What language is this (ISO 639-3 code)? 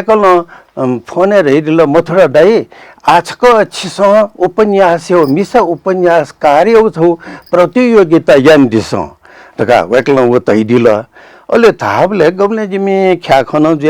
new